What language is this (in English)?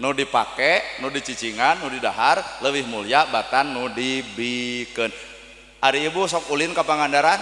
Sundanese